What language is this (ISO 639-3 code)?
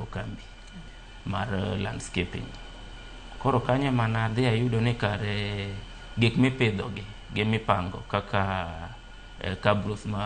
luo